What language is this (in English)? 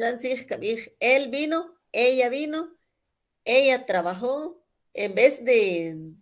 Kʼicheʼ